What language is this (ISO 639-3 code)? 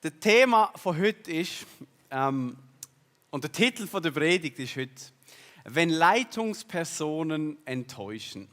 gsw